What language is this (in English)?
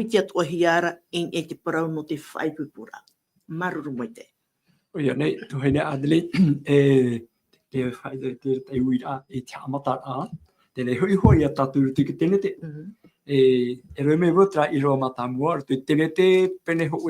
Tahitian